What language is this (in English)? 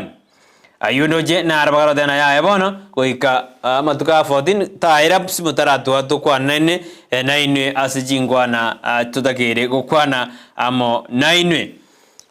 Gusii